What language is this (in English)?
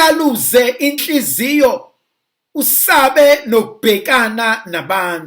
Zulu